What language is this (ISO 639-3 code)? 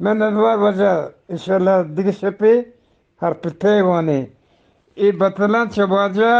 bgp